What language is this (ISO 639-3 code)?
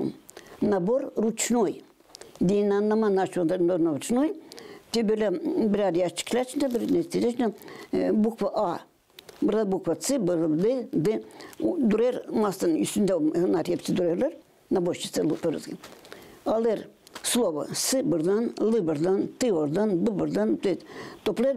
gag